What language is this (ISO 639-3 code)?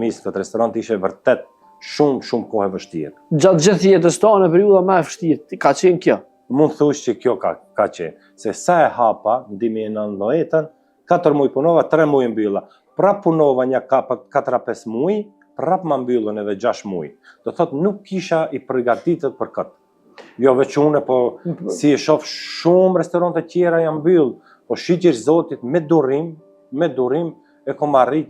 sqi